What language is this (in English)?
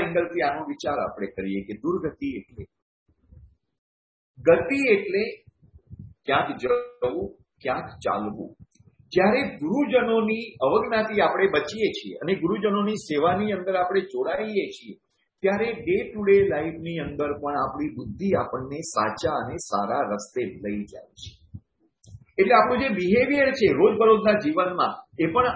Gujarati